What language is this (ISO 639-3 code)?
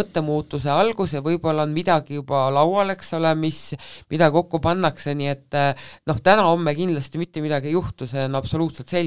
est